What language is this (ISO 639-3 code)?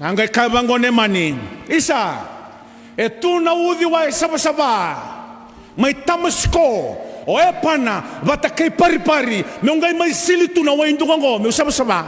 fij